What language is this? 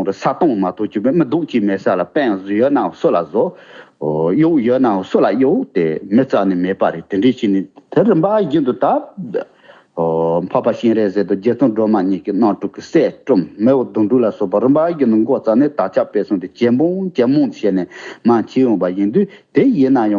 Tibetan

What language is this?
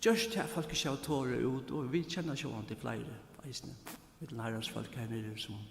Faroese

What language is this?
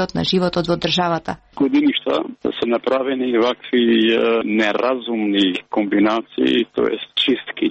Macedonian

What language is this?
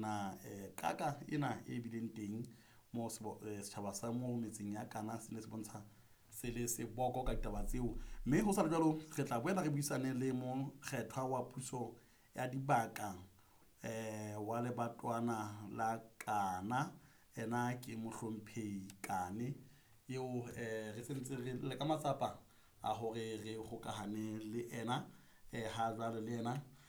Southern Sotho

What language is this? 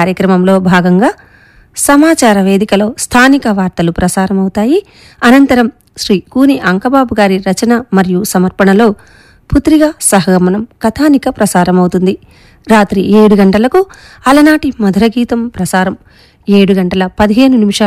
Telugu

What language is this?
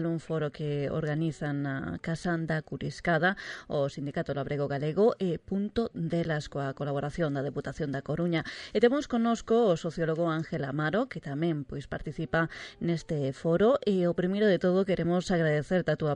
Galician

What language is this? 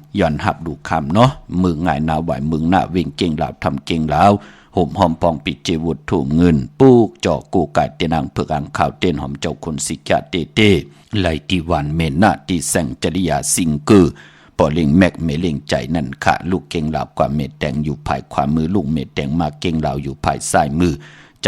Shan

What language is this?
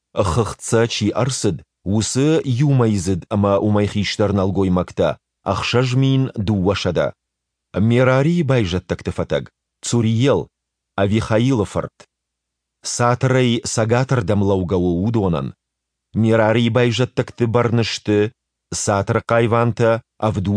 Ossetic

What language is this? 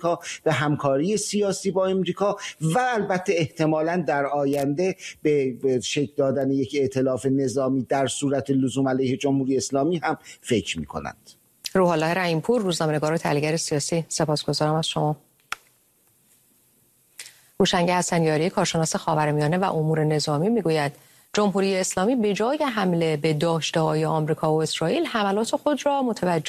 Persian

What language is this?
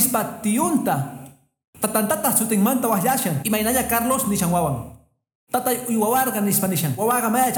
Quechua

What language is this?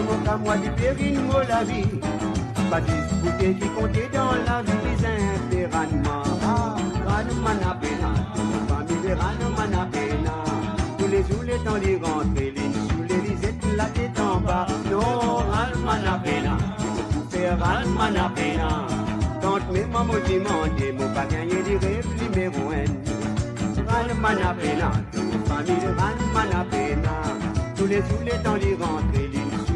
Morisyen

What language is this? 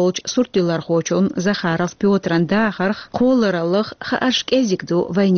Chechen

